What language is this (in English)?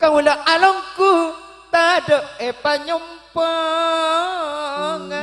Madurese